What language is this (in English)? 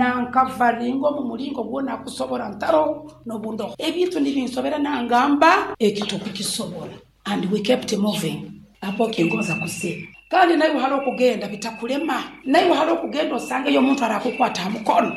Nyoro